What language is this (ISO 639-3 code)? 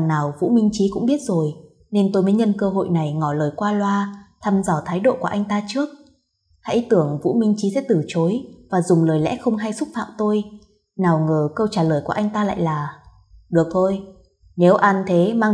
vie